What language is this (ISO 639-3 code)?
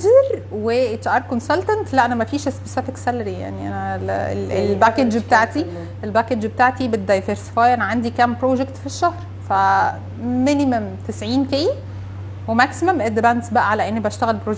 arz